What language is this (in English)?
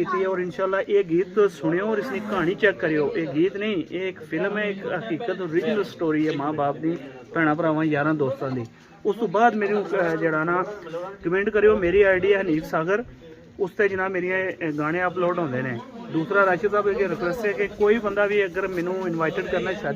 Pahari-Potwari